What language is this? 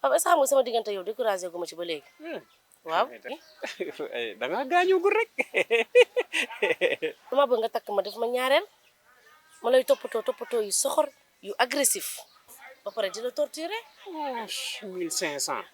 Wolof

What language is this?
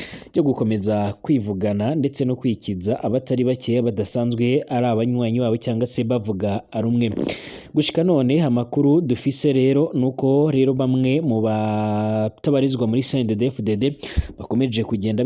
Rundi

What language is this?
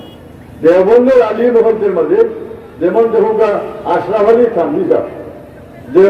Sylheti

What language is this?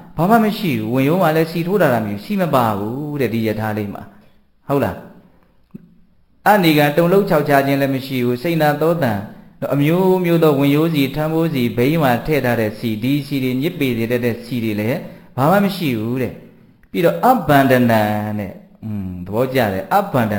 Burmese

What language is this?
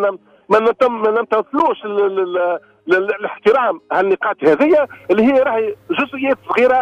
Tunisian Arabic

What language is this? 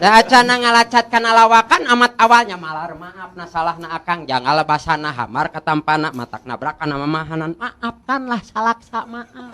Sundanese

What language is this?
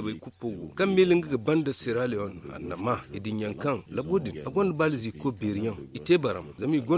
Zarma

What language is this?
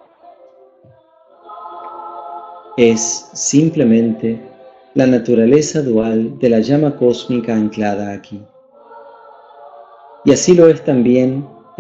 Spanish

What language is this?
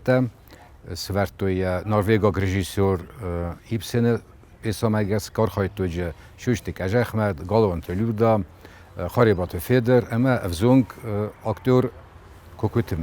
Ossetic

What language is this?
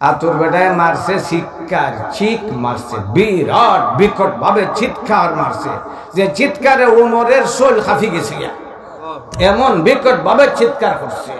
Sylheti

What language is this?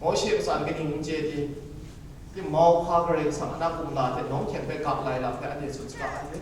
Kachin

